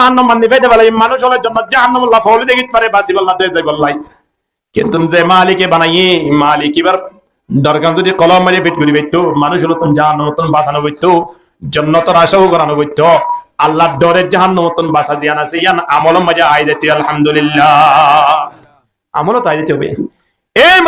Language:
Rohingya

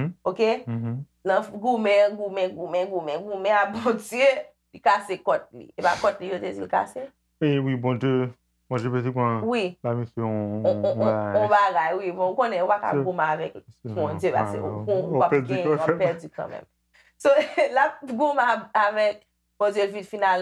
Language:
Haitian Creole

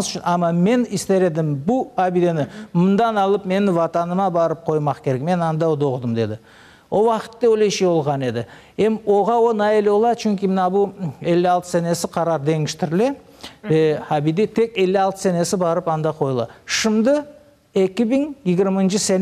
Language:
Crimean Tatar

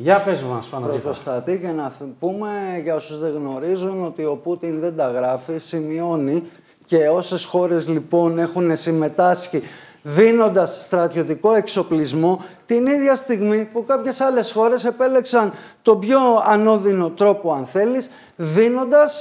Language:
Greek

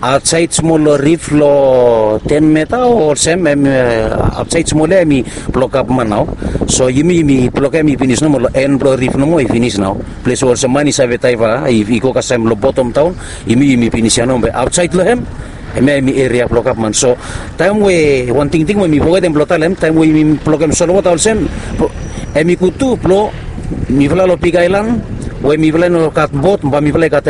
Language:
Bislama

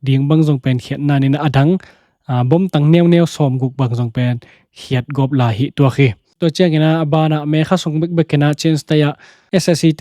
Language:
Tedim Chin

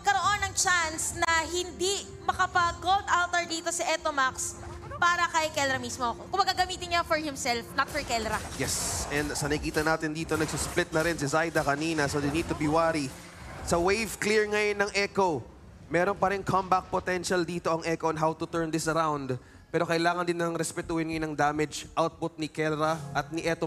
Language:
Filipino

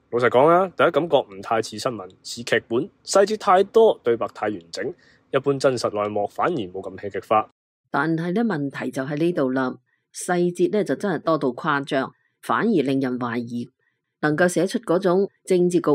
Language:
Cantonese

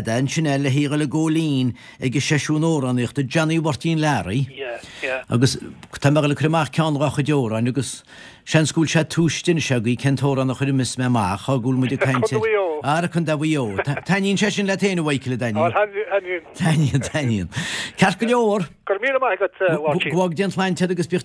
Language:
Irish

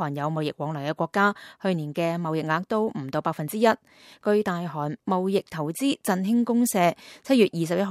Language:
Cantonese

